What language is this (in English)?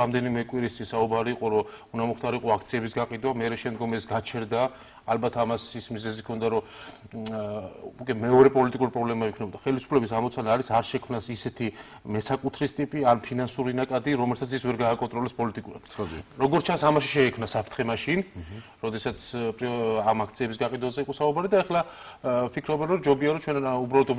Georgian